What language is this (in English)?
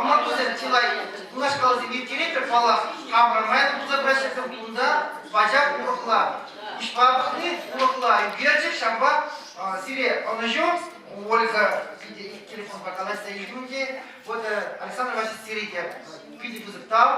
Chuvash